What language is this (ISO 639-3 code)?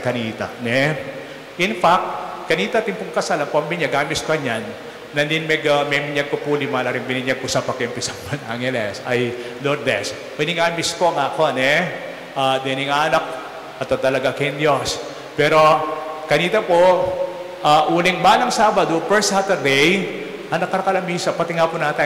pam